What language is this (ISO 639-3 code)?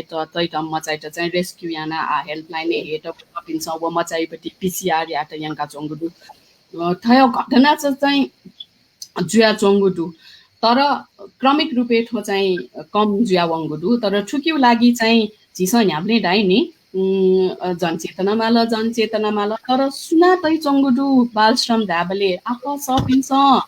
new